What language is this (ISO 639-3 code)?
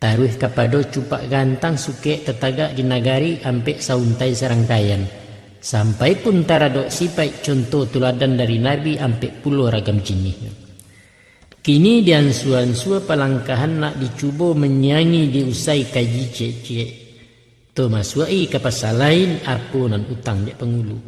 min